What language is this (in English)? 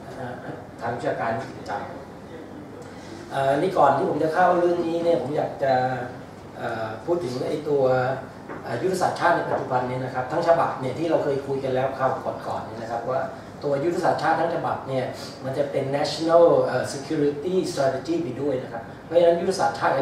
Thai